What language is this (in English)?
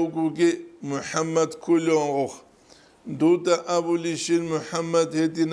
Avaric